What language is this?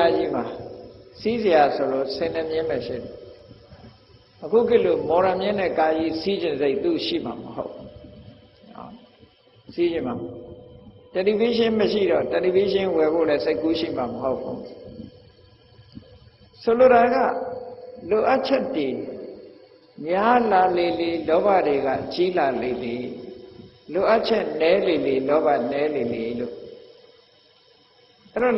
Burmese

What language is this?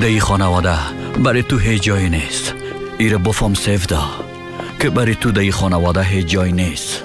Persian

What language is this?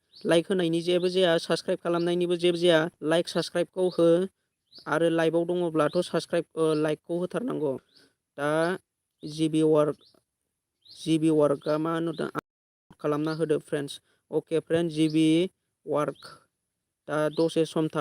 Bodo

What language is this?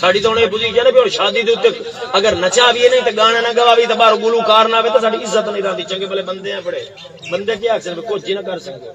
Saraiki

